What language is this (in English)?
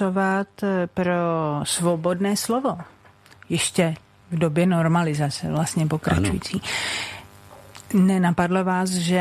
Czech